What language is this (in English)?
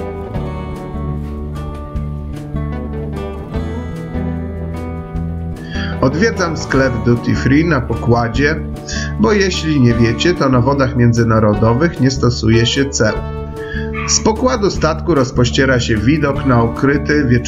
Polish